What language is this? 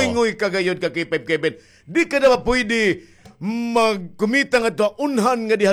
Waray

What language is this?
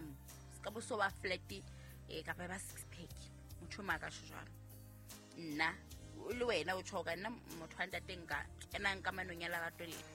Southern Sotho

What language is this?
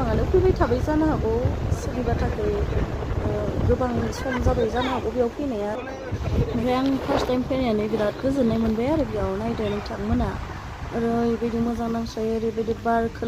Bodo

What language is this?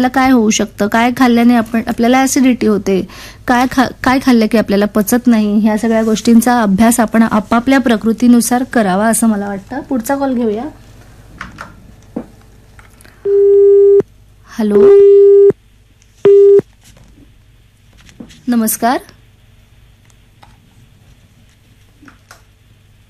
Marathi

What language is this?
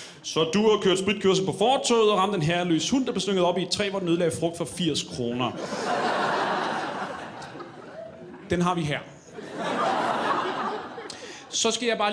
Danish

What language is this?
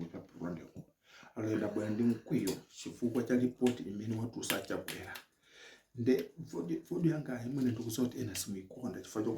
Nyanja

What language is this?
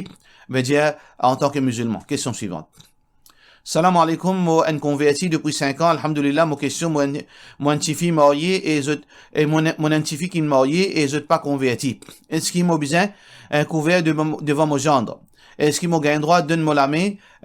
Morisyen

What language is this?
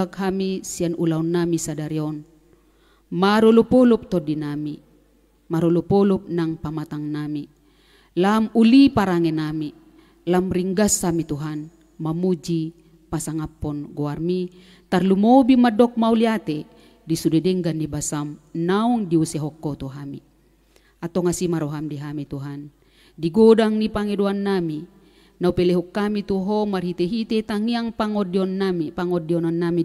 Batak Toba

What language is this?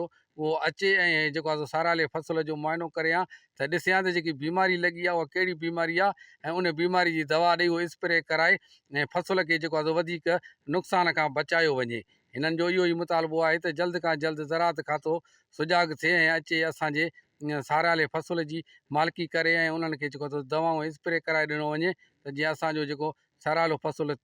Sindhi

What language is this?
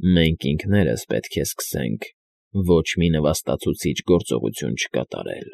Armenian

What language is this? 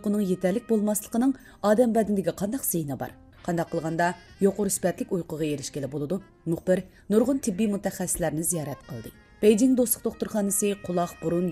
Uyghur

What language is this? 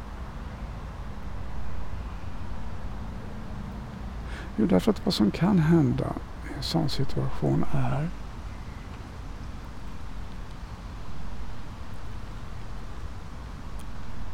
Swedish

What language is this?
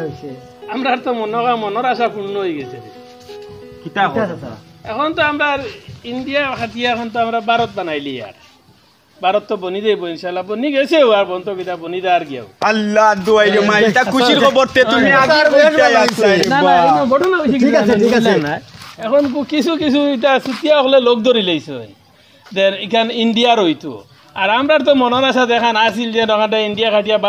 Sylheti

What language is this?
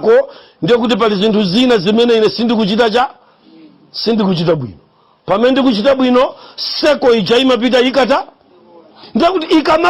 Nyanja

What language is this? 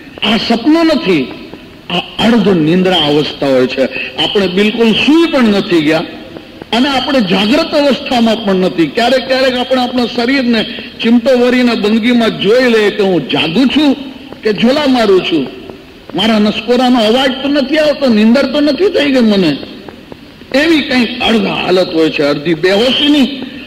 Gujarati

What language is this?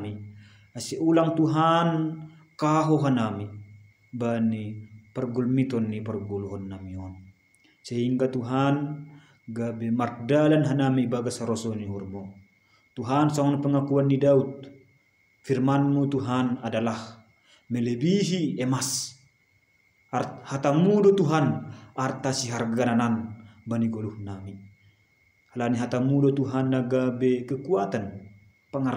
Batak Simalungun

